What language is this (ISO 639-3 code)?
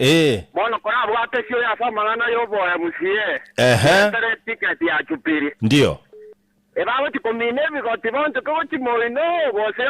guz